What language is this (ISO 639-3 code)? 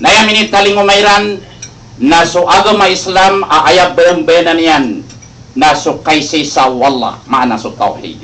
mrw